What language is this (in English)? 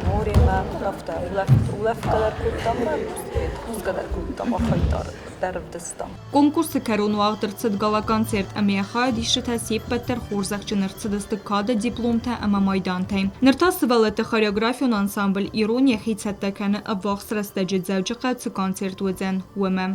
Ossetic